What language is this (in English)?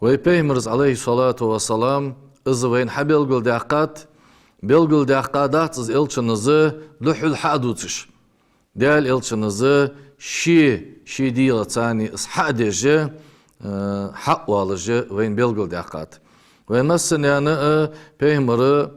Ingush